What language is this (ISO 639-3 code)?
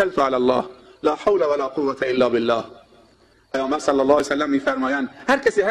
tgk